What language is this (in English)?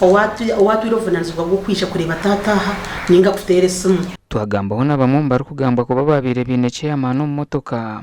Nyankole